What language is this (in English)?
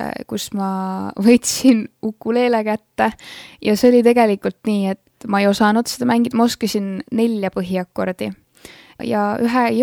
Estonian